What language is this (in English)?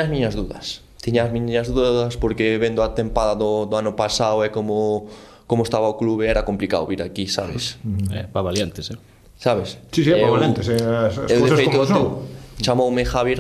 Galician